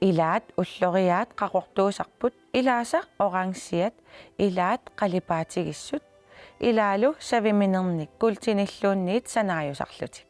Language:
Kalaallisut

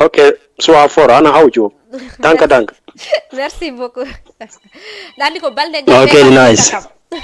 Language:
Fula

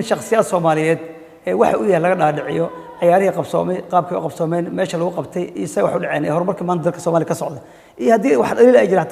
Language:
Somali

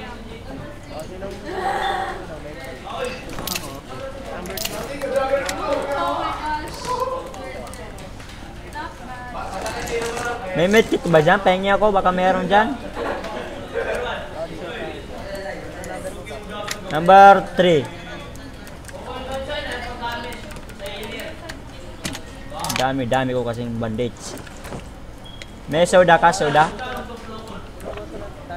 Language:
Filipino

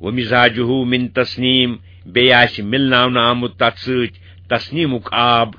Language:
Kashmiri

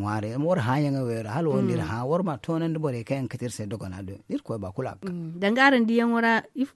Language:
Zarma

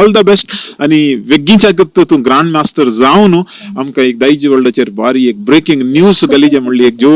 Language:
Konkani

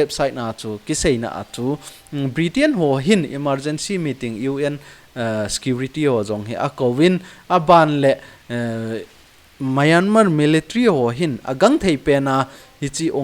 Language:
Thado Chin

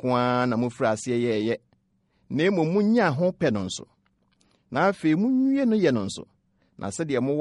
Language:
Akan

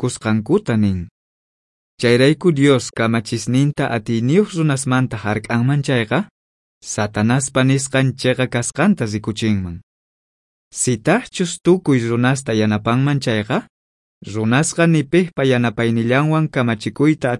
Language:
South Bolivian Quechua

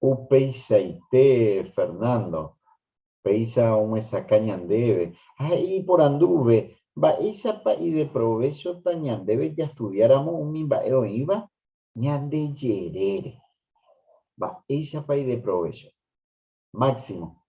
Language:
Guarani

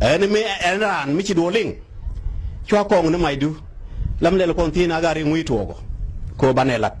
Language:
Nuer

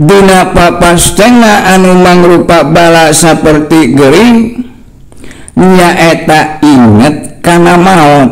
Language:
Sundanese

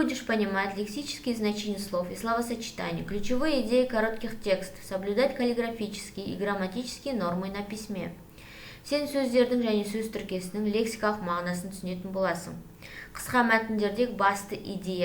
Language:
Kazakh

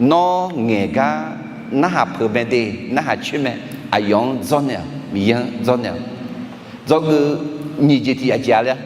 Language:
Akha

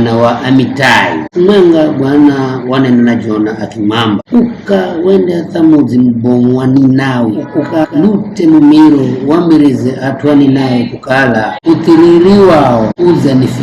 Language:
Giryama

